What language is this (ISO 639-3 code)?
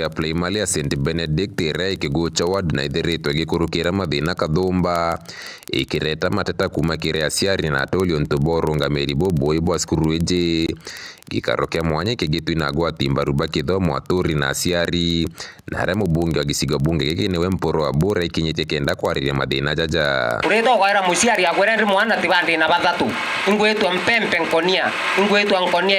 mer